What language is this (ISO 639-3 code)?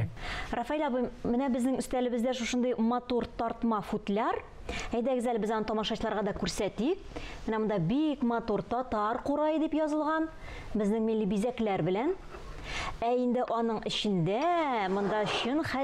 tat